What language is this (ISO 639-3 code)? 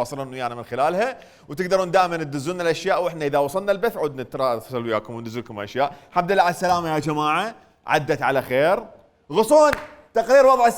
acm